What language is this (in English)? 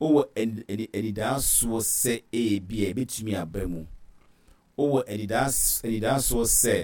Akan